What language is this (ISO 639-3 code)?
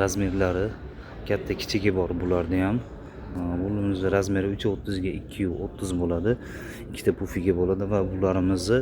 uzb